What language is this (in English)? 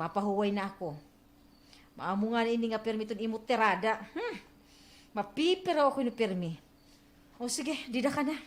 Waray